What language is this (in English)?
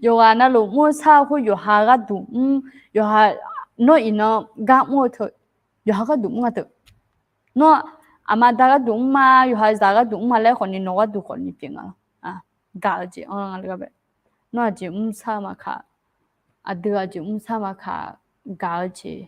Akha